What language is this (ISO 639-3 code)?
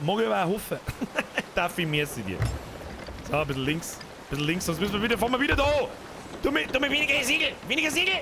bar